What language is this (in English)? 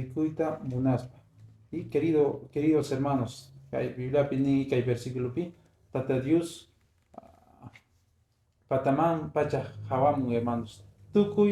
Quechua